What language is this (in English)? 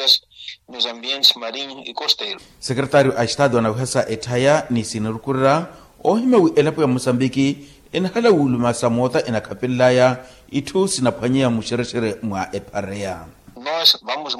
Makhuwa